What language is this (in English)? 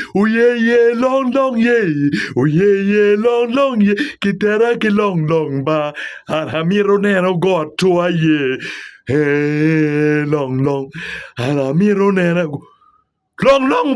Acoli